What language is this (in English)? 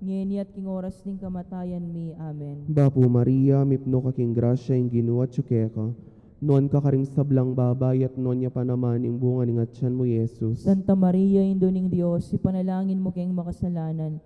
Pampanga